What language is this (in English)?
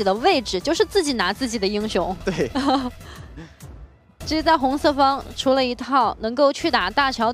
Chinese